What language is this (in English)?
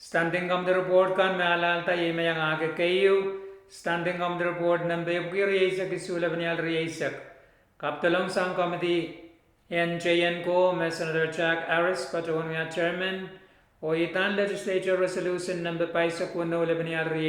Pohnpeian